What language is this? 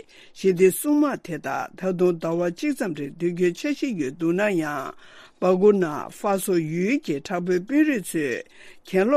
Tibetan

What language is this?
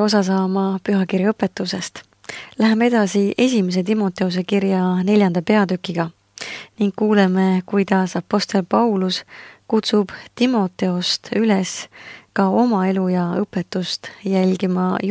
Estonian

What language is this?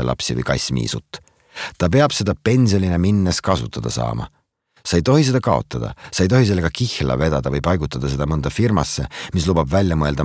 Estonian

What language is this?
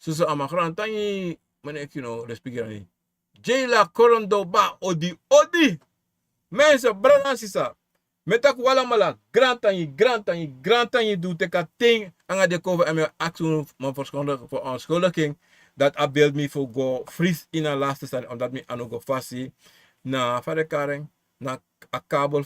Sranan Tongo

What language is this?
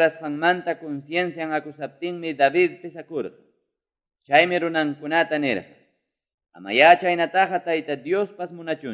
Quechua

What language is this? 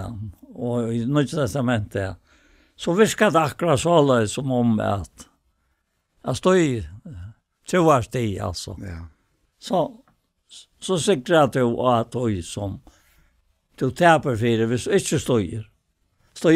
Faroese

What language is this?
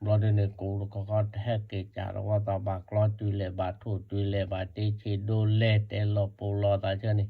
S'gaw Karen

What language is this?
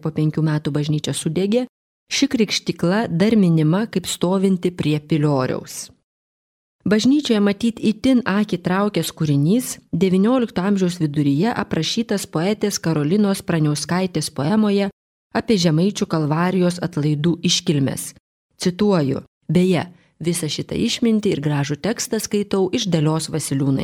Lithuanian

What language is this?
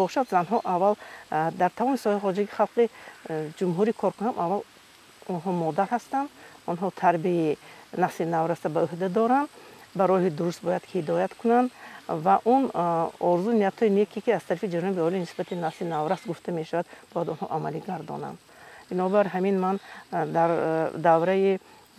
Tajik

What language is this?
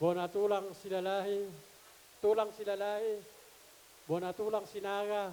Batak Toba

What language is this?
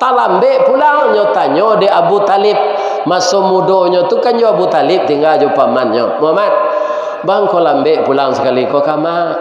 Minangkabau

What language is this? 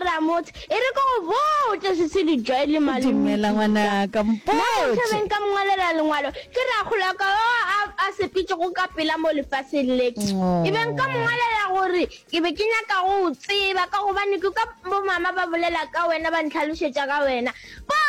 Northern Sotho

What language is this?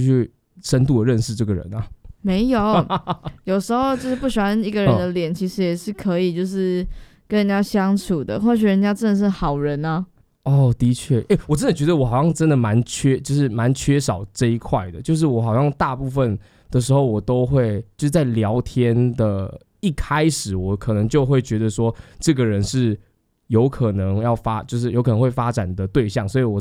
Chinese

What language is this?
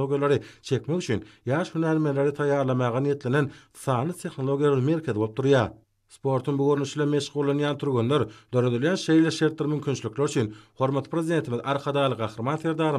Turkmen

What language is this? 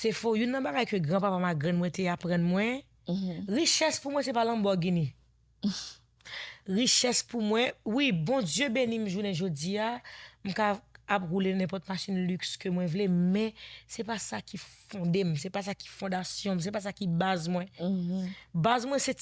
Haitian Creole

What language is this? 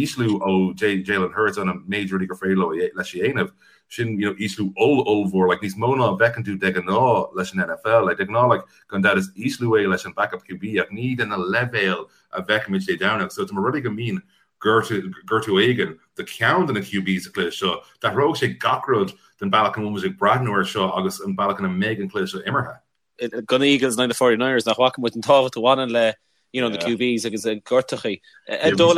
Irish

